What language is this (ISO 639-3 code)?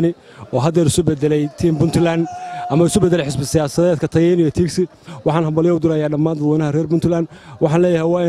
som